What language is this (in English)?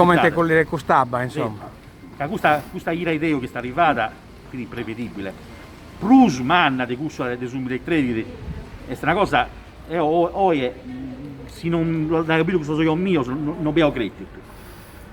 Sardinian